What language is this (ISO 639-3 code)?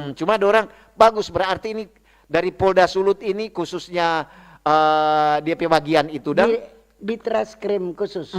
xmm